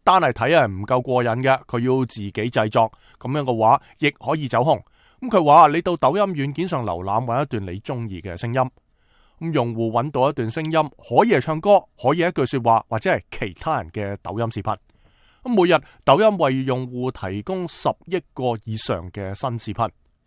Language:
Cantonese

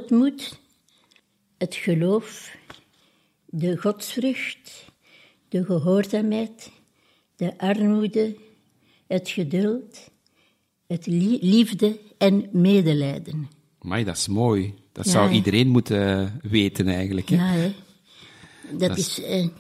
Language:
Dutch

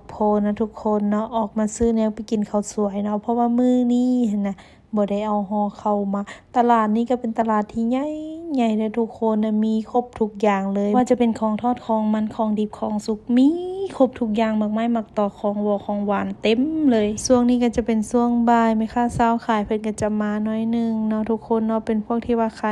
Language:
Lao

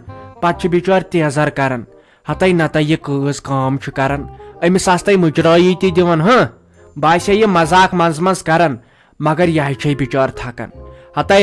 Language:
Kashmiri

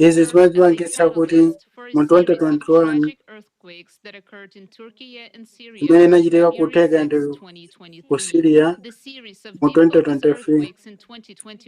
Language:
Nyanja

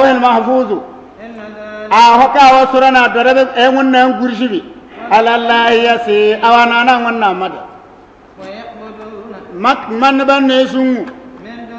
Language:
Bissa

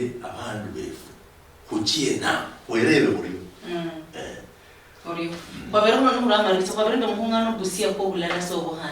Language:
Luyia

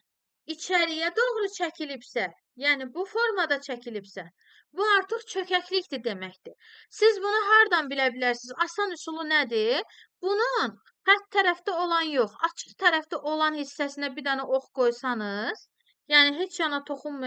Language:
Azerbaijani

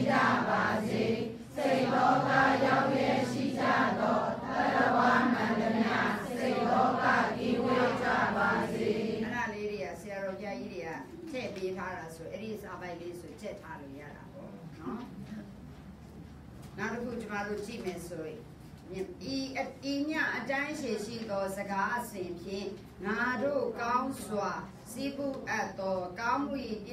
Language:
Burmese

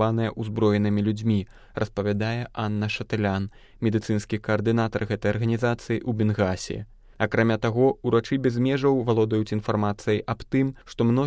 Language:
Belarusian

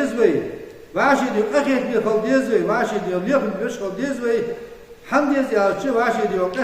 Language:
Ingush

